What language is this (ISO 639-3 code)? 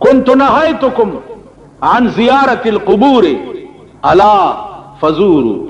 pus